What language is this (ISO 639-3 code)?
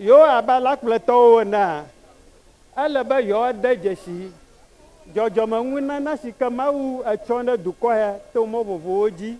ewe